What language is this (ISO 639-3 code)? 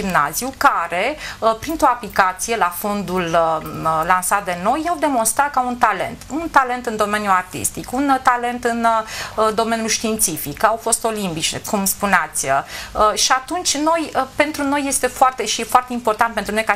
ron